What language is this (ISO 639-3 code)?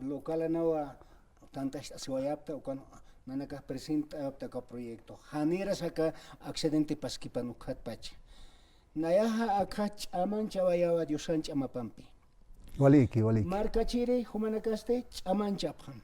aym